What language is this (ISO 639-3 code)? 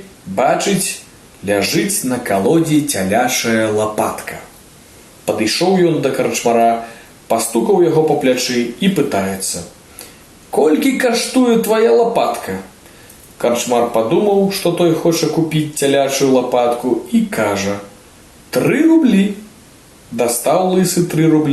bel